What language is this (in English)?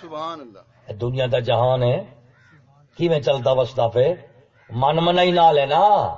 Saraiki